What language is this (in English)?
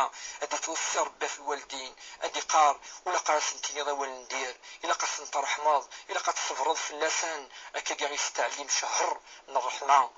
Kabyle